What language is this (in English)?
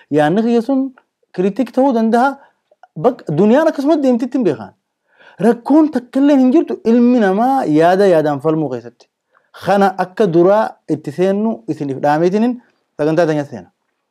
Oromo